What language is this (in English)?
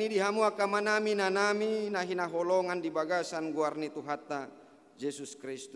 Batak Toba